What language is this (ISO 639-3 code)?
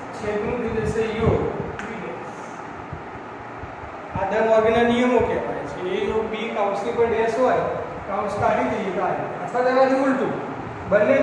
guj